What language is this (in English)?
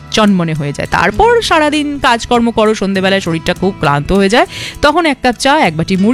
Bangla